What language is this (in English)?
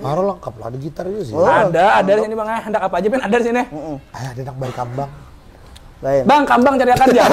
Banjar